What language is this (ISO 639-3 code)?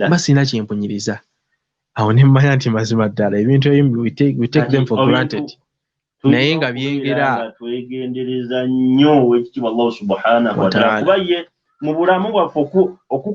lug